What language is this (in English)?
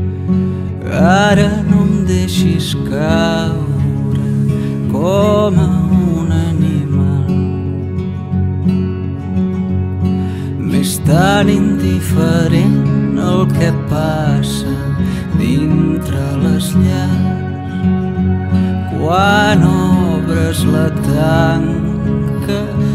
Catalan